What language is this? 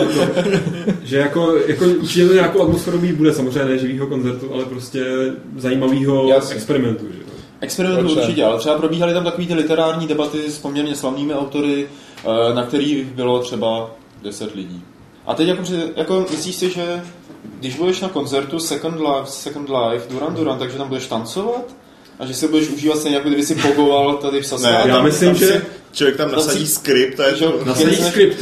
Czech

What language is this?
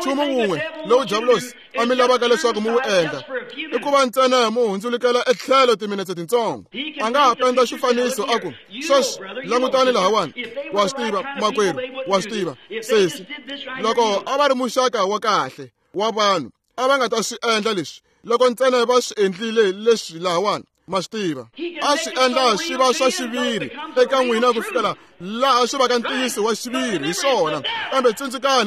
Tsonga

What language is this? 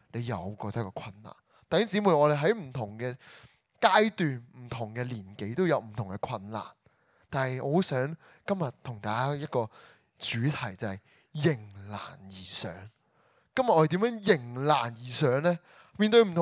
Cantonese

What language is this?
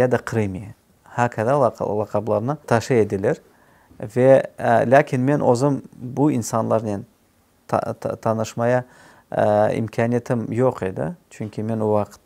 Crimean Tatar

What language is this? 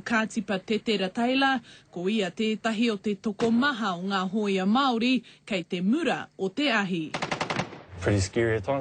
Māori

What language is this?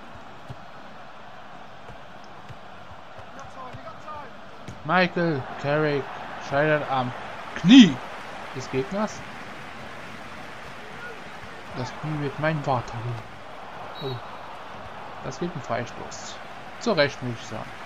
German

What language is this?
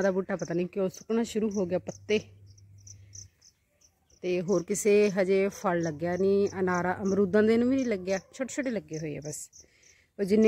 Punjabi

